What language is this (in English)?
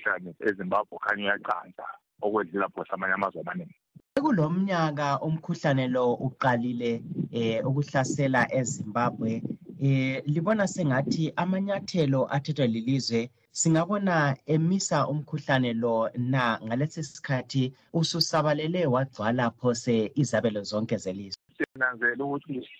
North Ndebele